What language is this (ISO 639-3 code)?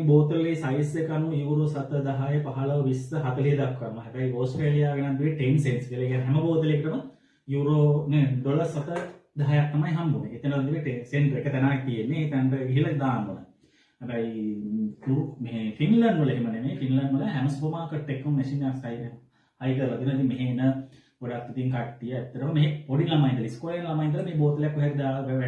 sin